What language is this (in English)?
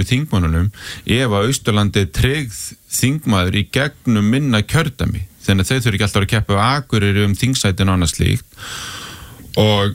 Icelandic